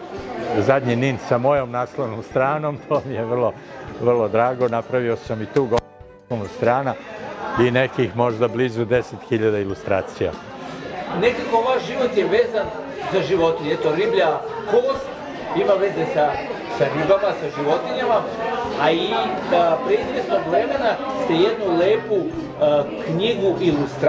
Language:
Serbian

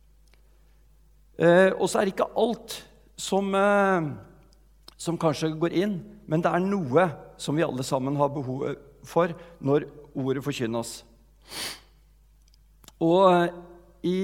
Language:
Norwegian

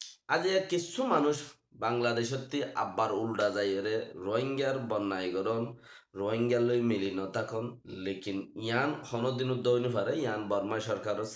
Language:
Rohingya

